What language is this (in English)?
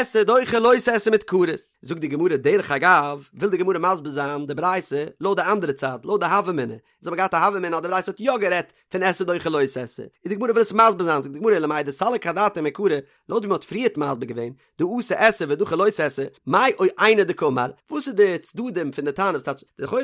Yiddish